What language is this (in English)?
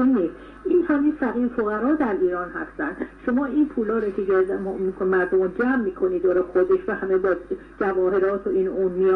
Persian